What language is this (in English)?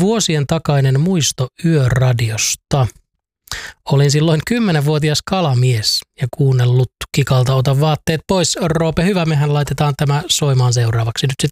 Finnish